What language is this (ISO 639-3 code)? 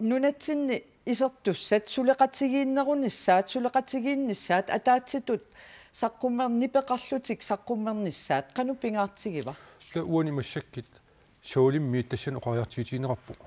kal